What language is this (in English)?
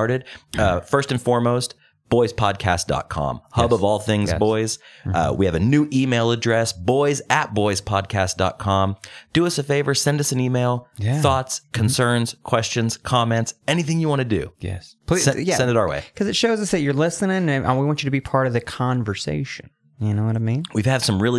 English